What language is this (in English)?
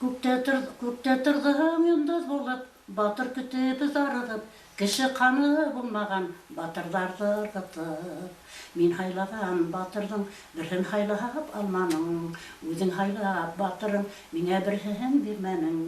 Bashkir